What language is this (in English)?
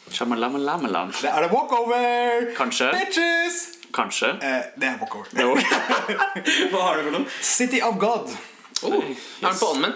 Norwegian